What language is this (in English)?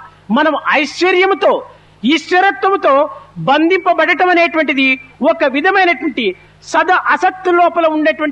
Telugu